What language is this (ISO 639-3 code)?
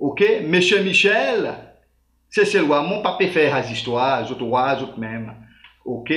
crs